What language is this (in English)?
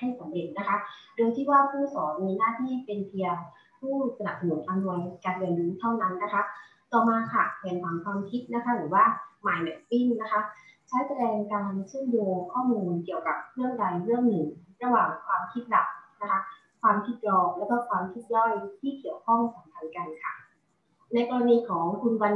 Thai